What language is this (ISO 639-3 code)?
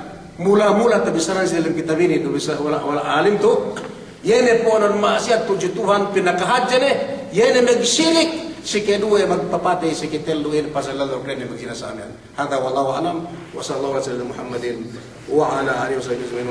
yka